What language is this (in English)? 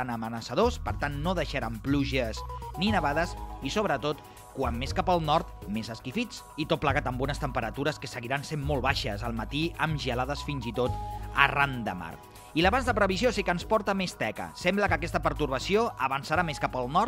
Catalan